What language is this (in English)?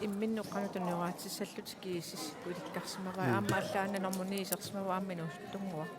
Kalaallisut